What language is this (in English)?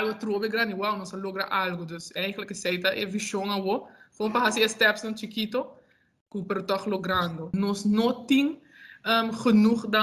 Papiamento